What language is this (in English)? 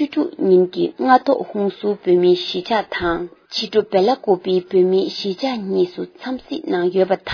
Tibetan